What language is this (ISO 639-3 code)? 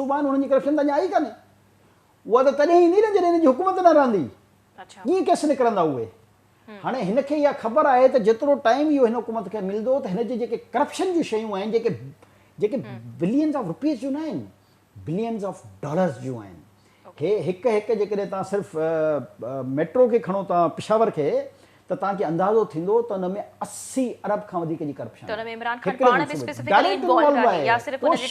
snd